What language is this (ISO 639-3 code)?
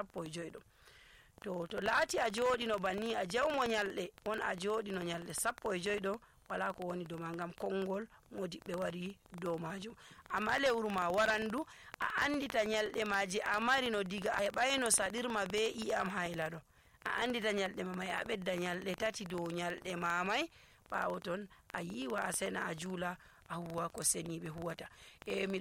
fuv